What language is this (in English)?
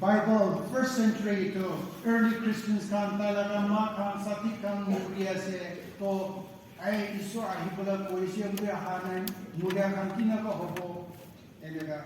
Naga Pidgin